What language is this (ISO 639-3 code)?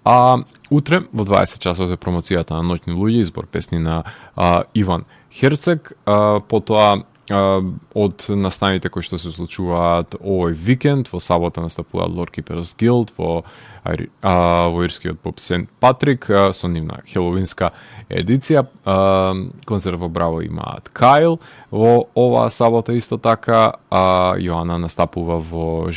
mkd